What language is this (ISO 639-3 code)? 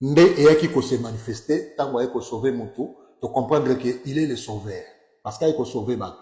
lin